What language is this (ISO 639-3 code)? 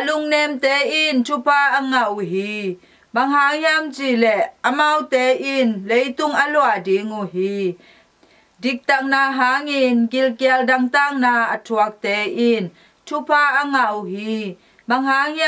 ctd